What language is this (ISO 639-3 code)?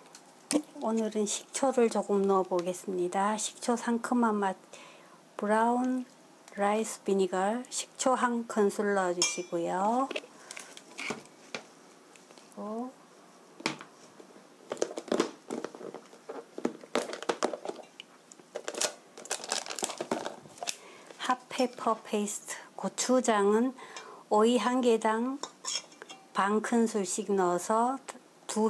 kor